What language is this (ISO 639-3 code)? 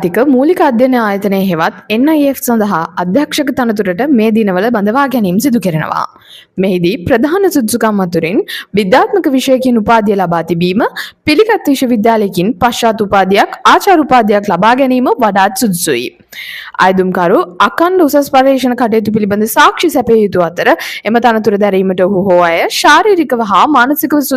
sin